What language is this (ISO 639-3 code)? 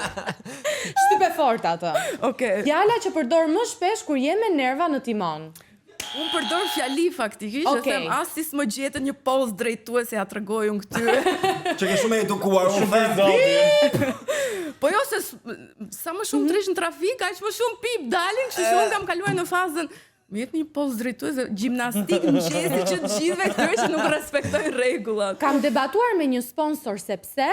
sqi